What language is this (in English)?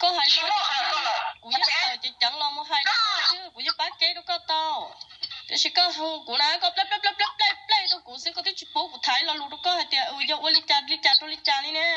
Hmong